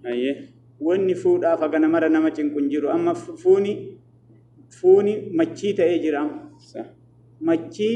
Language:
Oromo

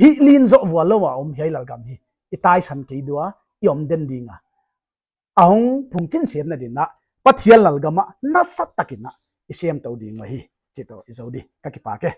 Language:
Paite Chin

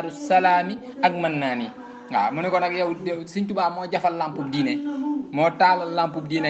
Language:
Wolof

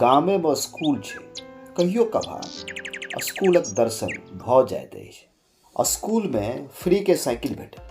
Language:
Maithili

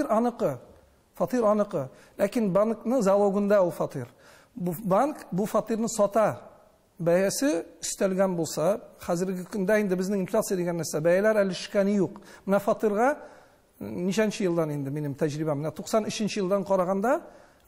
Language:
Tatar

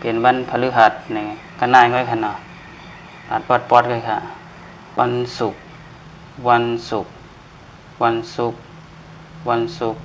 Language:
Shan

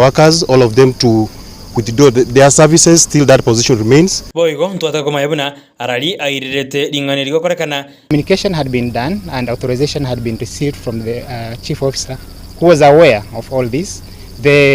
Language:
Gusii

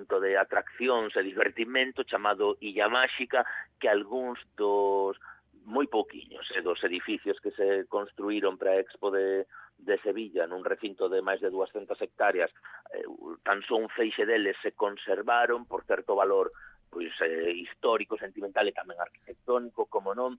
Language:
Galician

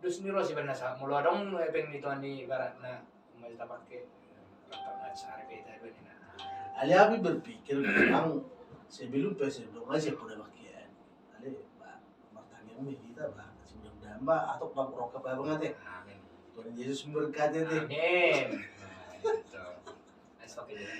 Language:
Batak Toba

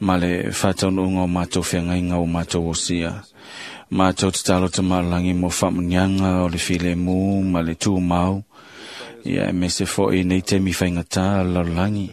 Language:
Samoan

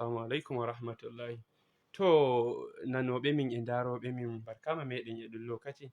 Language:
Fula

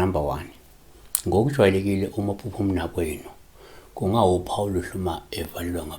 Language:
Zulu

